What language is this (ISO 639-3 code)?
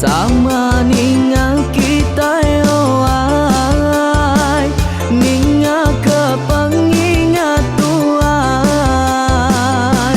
iba